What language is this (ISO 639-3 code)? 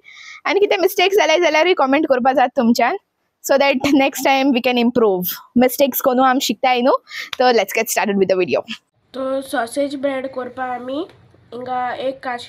kok